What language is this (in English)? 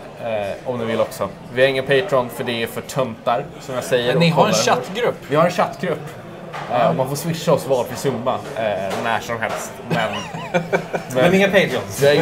Swedish